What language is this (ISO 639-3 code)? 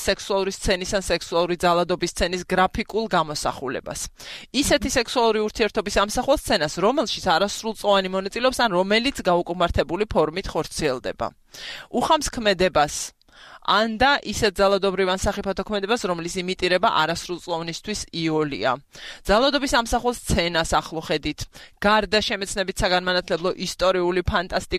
kat